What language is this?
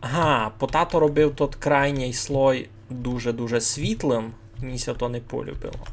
Rusyn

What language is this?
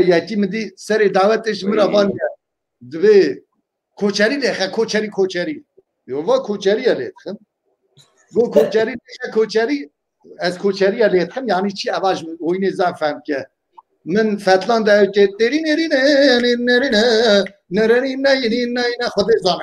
Kurdish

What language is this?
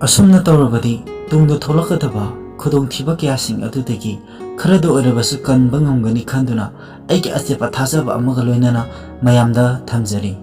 Manipuri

